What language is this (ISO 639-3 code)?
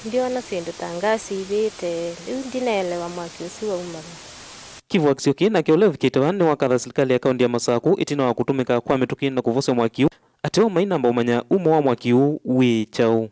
kam